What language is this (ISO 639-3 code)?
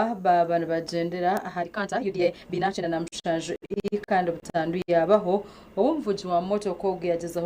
nyn